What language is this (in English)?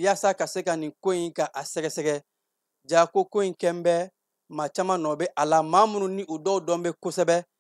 Bambara